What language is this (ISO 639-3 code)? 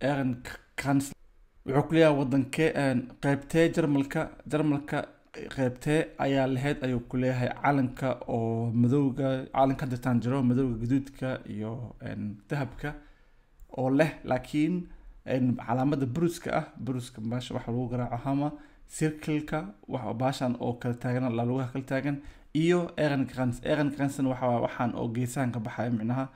som